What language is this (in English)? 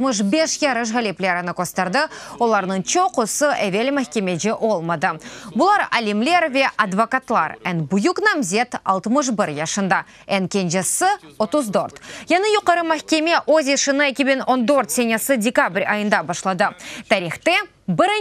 Crimean Tatar